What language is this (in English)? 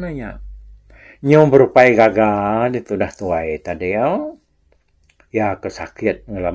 Iban